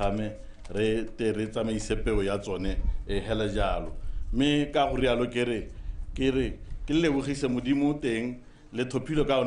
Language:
Tswana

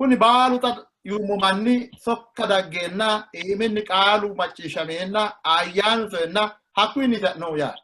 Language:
Sidamo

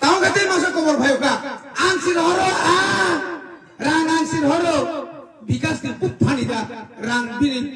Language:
Kok Borok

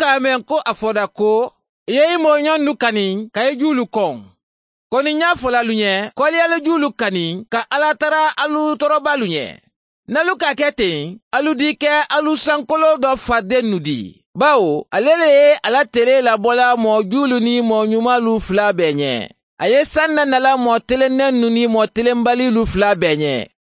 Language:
Bambara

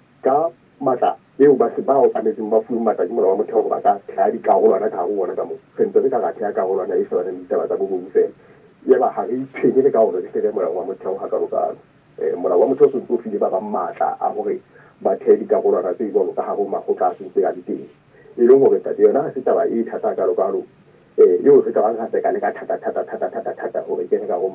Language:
Southern Sotho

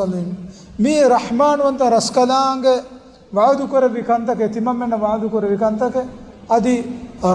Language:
Divehi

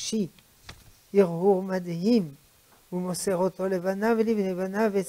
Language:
Hebrew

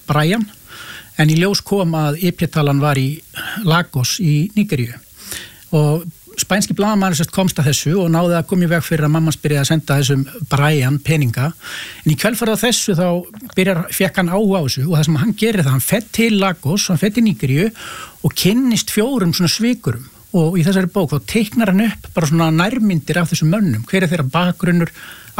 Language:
Icelandic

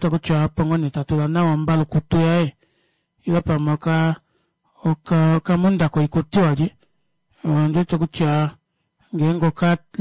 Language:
Kuanyama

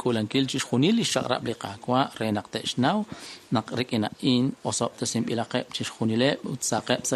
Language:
Kekchí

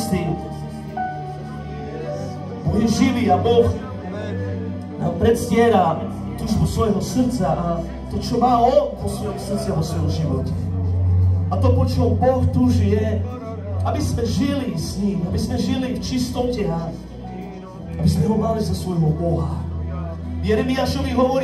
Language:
Slovak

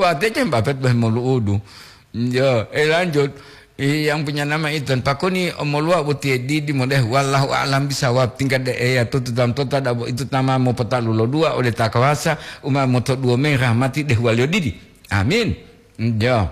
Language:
Gorontalo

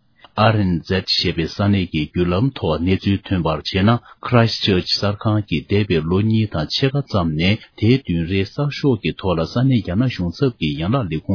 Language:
Tibetan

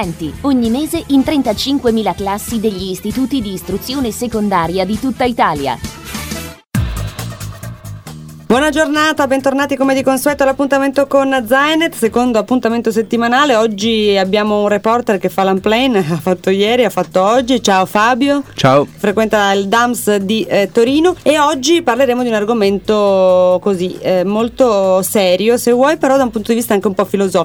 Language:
Italian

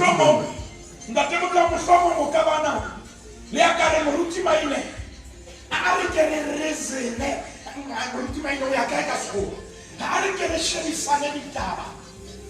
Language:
Southern Sotho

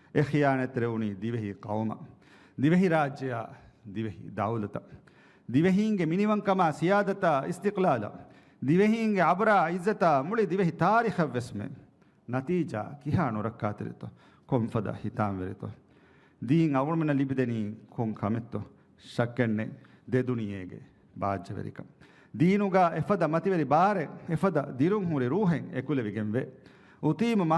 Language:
Divehi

